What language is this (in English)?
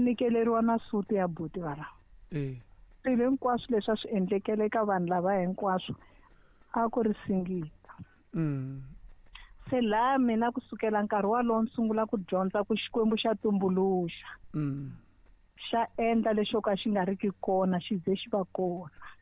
Tsonga